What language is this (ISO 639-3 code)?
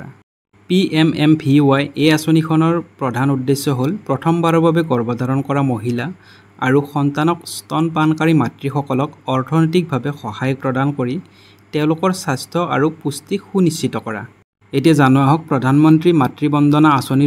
asm